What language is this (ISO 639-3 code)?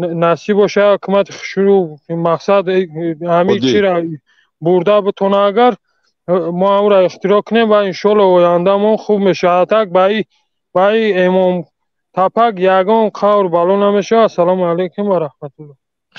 tgk